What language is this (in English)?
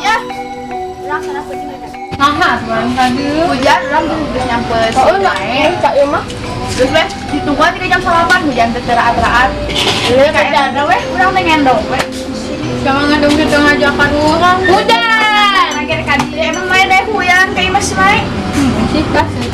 Sundanese